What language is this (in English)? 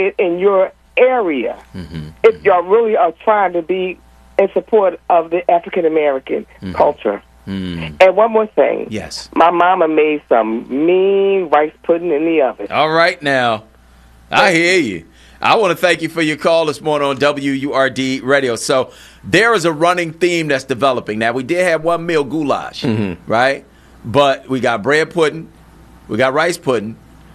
English